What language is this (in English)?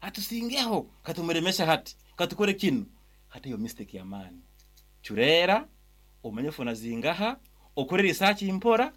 Nyankole